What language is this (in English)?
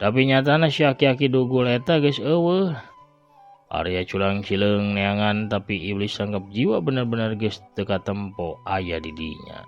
Sundanese